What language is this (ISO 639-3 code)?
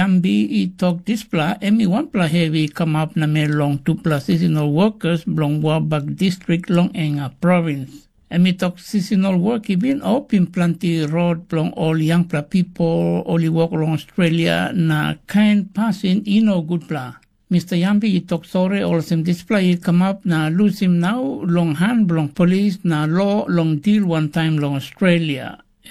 tpi